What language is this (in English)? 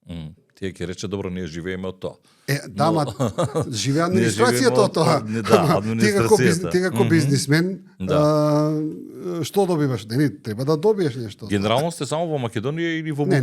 Macedonian